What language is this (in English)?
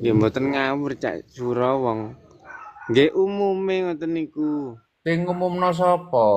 Javanese